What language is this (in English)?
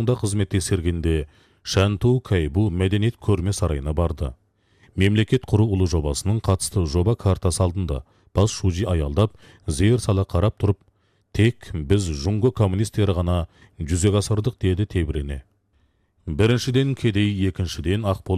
Kazakh